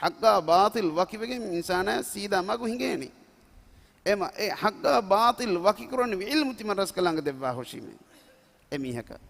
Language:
Divehi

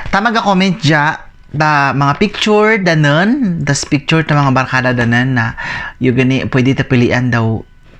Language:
Kagayanen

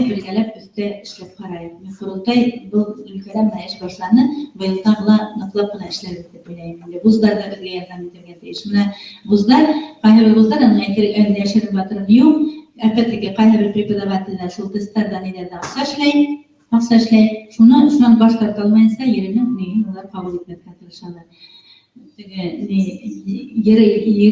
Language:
Bashkir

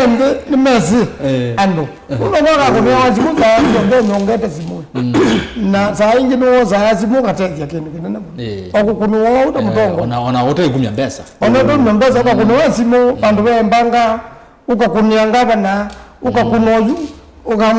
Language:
Kamba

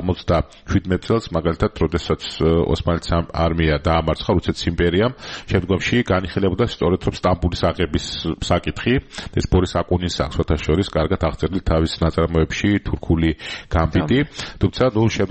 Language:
Georgian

